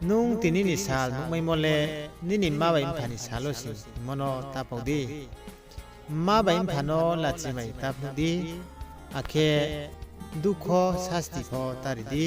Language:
Riang (India)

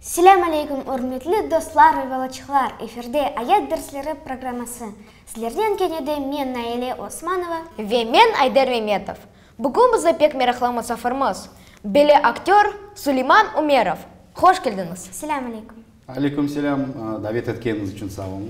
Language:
Crimean Tatar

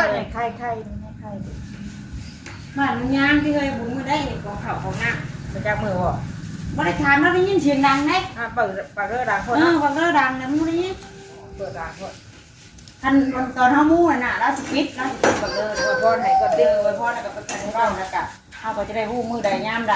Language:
Northeastern Thai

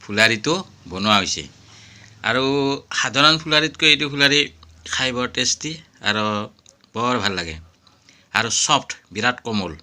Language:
Assamese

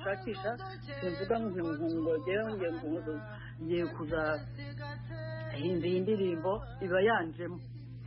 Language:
Kinyarwanda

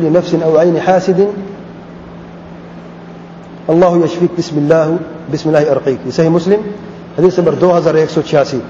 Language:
Urdu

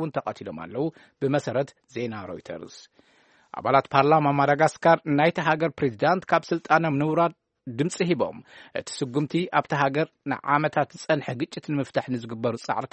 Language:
Tigrinya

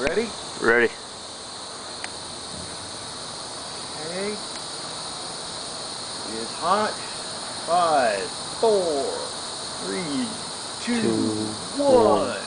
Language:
English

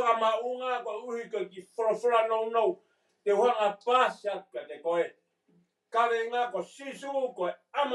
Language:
Tongan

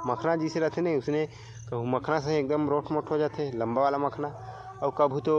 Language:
Chhattisgarhi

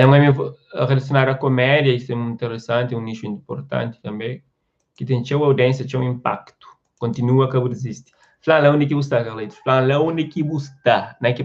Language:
Kabuverdianu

